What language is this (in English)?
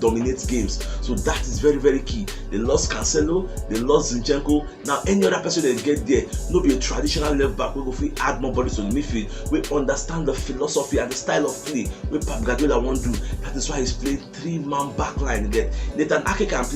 Nigerian Pidgin